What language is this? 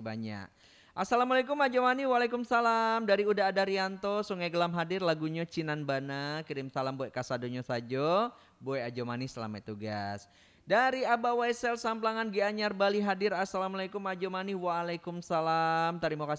Minangkabau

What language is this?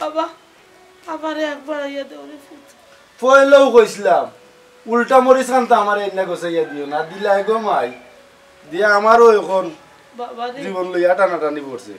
Sylheti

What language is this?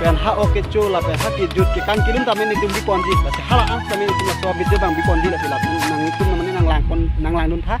Karbi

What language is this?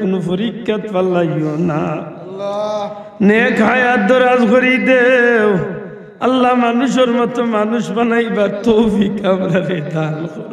Sylheti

